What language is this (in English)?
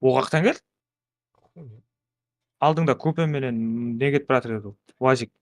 Kara-Kalpak